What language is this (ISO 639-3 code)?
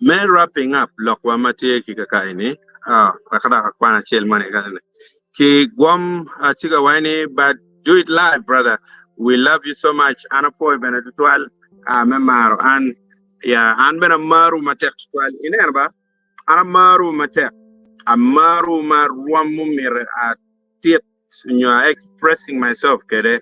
ach